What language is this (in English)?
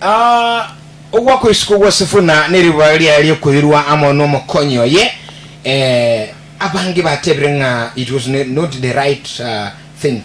Gusii